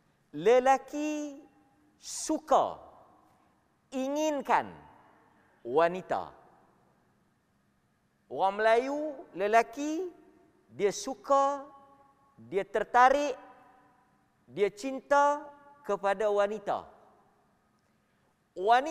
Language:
Malay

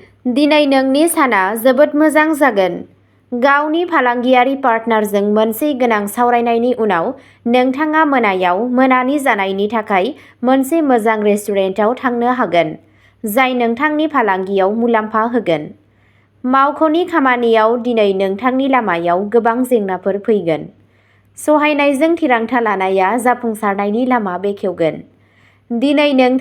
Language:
Bodo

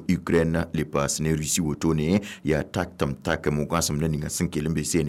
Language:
Mossi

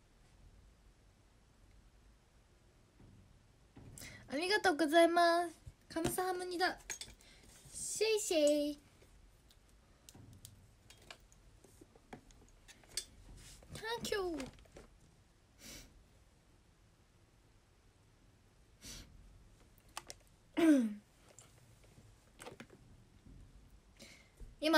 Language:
Japanese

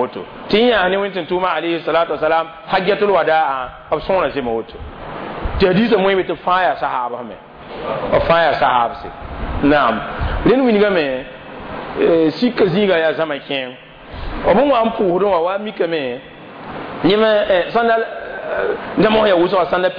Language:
Mossi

